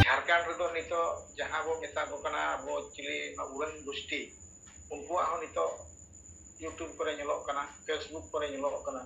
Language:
Santali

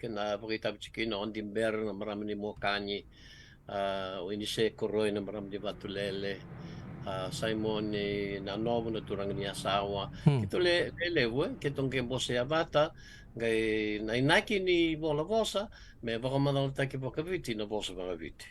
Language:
Fijian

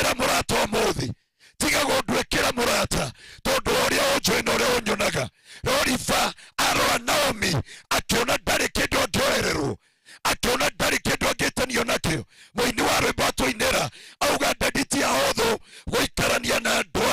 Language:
Kikuyu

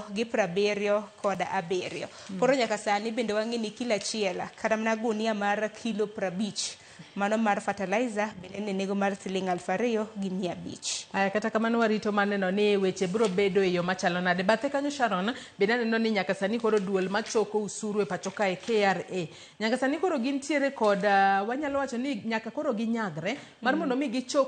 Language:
Luo (Kenya and Tanzania)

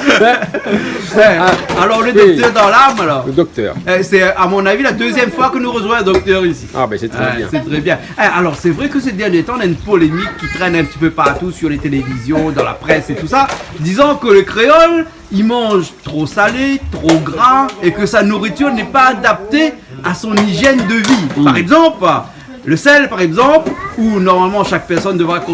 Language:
Réunion Creole French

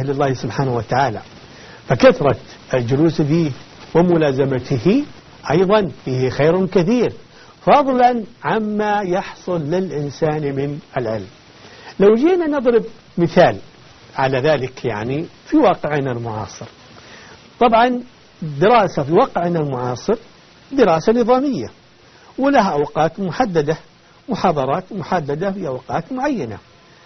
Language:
Arabic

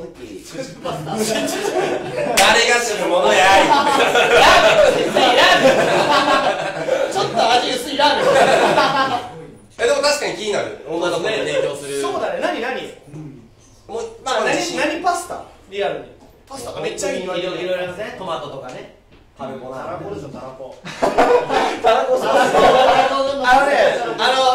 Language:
Japanese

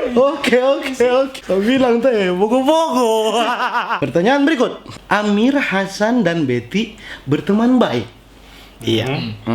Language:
Manado Malay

